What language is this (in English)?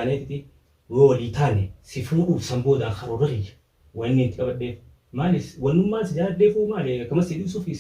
Oromo